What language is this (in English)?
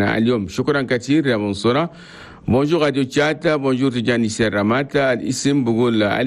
Chadian Arabic